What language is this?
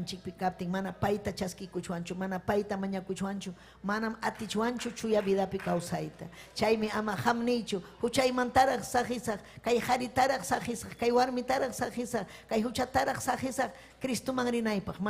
Ayacucho Quechua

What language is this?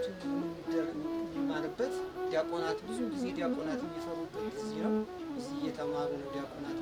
Amharic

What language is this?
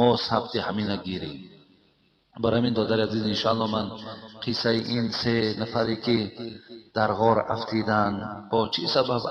Tajik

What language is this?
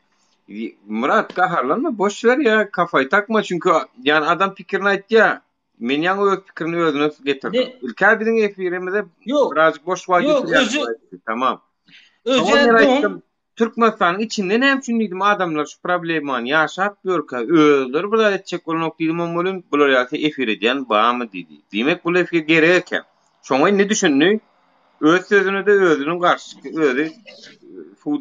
Turkmen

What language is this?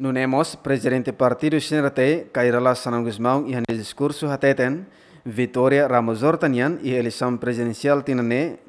Tetum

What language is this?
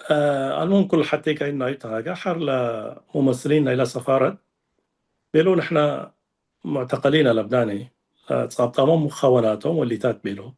Tigre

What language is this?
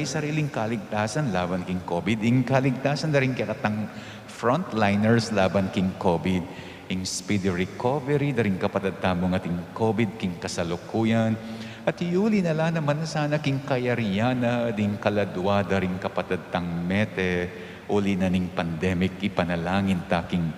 Pampanga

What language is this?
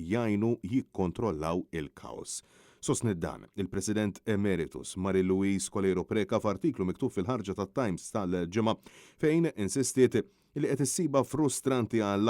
Maltese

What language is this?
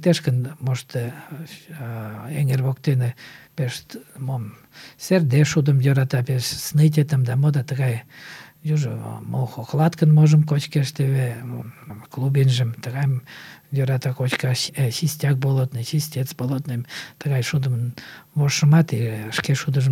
Mari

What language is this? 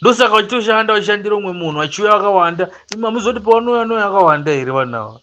Shona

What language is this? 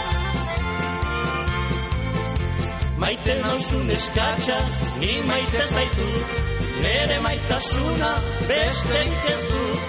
Basque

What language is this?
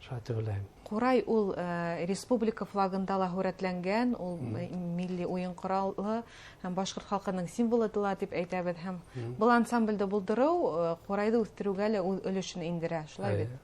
Bashkir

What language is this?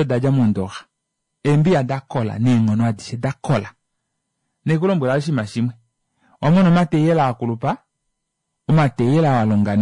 Kuanyama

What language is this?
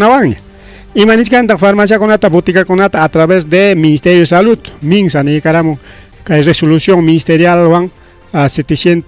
Ayacucho Quechua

